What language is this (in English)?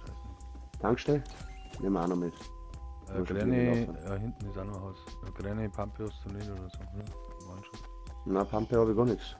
Bavarian